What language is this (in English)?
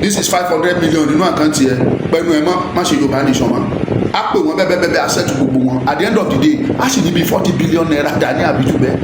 Yoruba